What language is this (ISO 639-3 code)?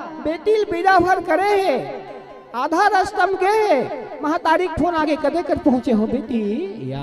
hne